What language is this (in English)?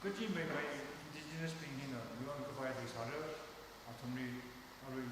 Tangkhul Naga (India)